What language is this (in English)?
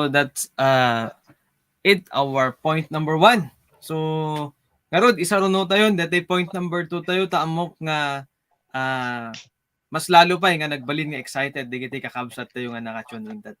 Iloko